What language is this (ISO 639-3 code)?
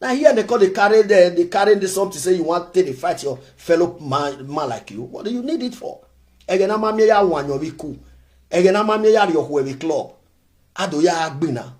pcm